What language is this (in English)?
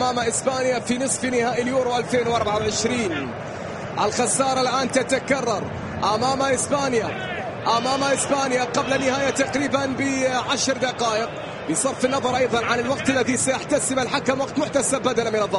Arabic